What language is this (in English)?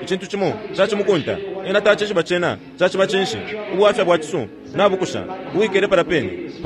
Bemba